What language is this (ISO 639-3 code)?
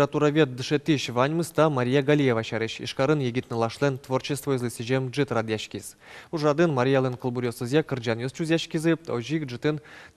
udm